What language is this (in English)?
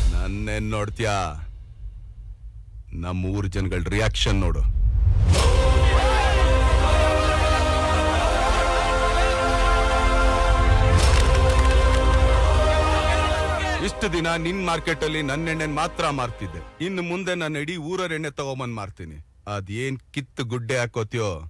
Kannada